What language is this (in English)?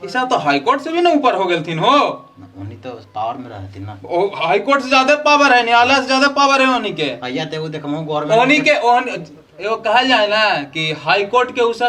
Magahi